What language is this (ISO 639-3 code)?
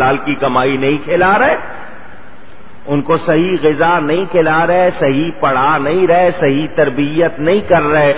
urd